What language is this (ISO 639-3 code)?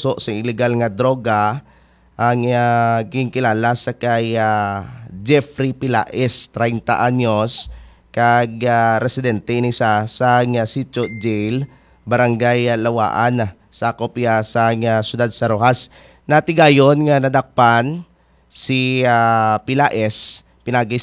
hil